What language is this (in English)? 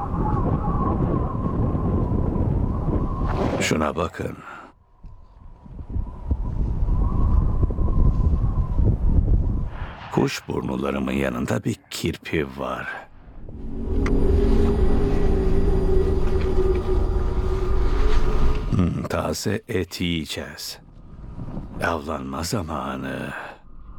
Turkish